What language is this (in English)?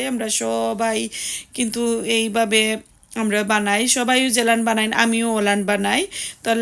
Sylheti